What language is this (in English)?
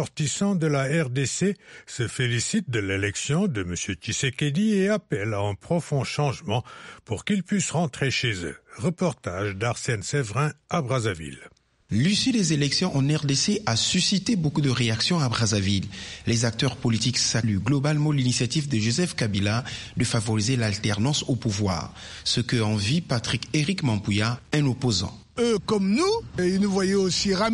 French